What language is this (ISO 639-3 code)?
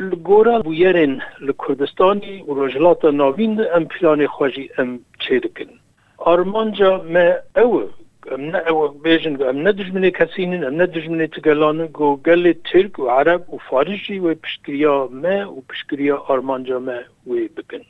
kur